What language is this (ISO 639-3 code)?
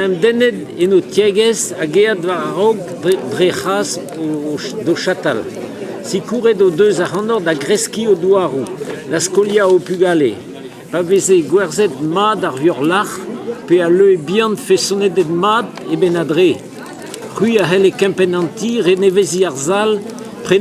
bre